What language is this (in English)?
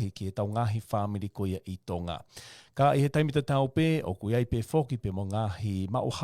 Tongan